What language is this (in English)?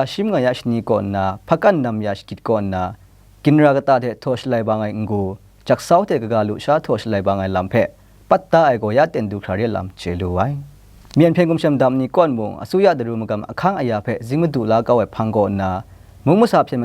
Kachin